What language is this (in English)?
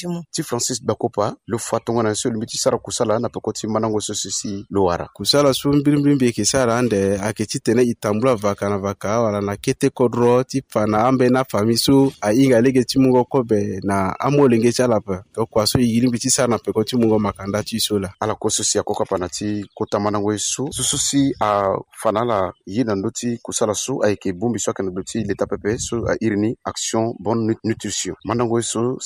Sango